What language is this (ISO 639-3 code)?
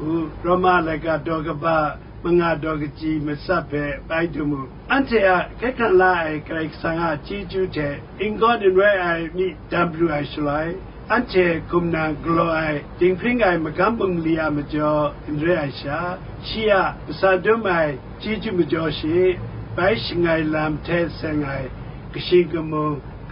kac